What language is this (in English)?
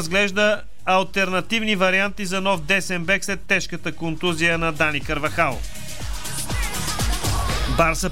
Bulgarian